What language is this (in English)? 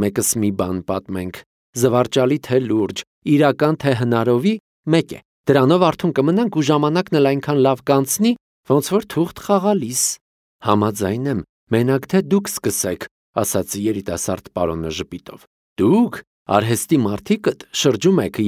Armenian